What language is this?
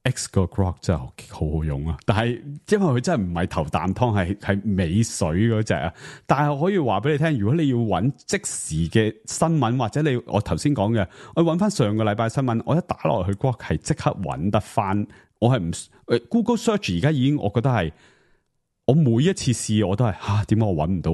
Cantonese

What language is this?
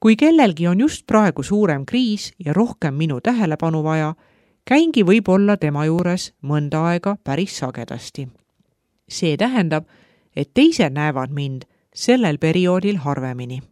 Estonian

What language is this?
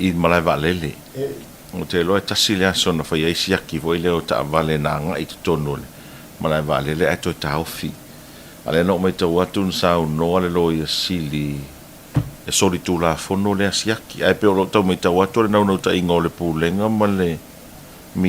Samoan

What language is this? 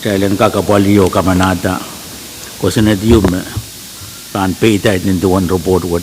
Pohnpeian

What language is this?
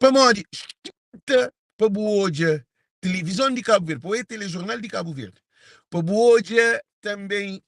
Kabuverdianu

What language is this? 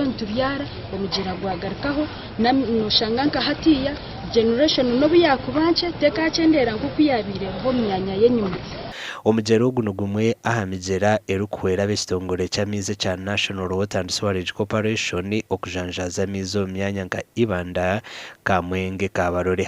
Nyankole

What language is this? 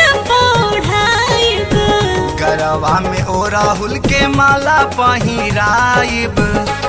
Bhojpuri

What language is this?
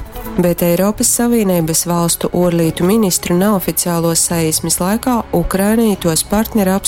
Latgalian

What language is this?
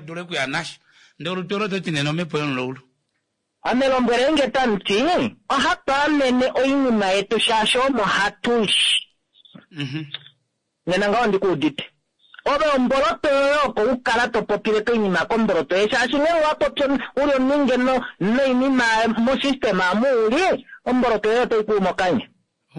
Kuanyama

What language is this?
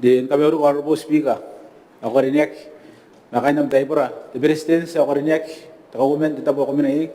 Gilbertese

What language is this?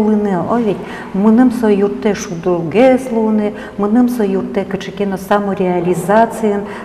Udmurt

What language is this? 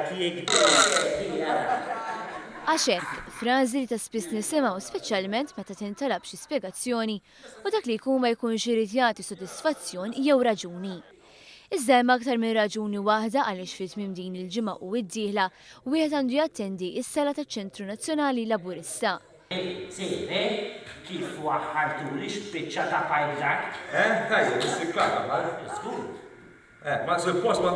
Maltese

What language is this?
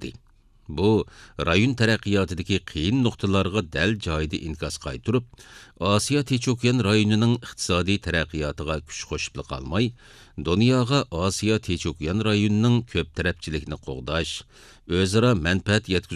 Uyghur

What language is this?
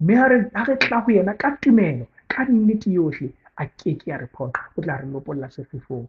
Southern Sotho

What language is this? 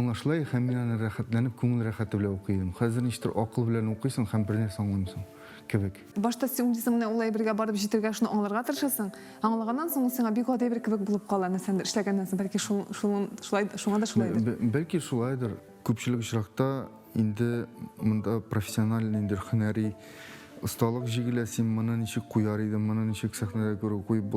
Tatar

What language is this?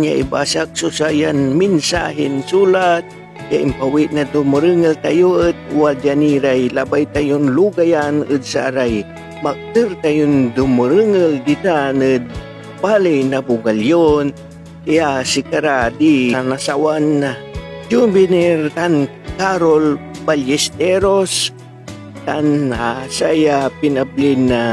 Pangasinan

